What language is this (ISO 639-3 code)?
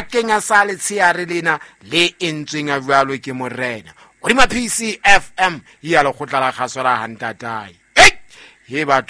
sot